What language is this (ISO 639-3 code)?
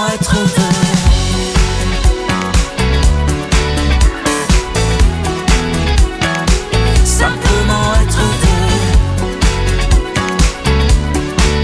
fra